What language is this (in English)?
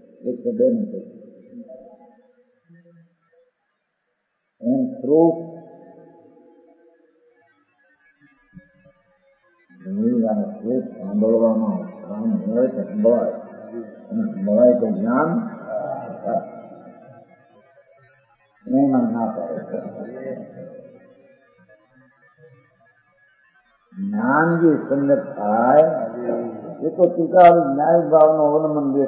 Gujarati